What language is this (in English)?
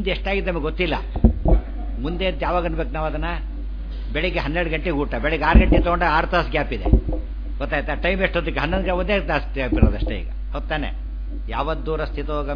Kannada